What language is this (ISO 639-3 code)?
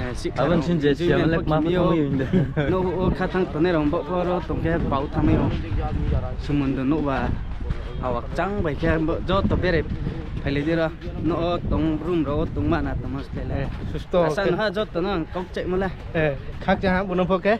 ria